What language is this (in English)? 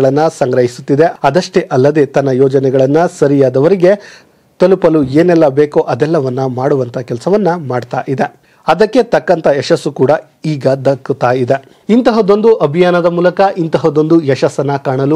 Kannada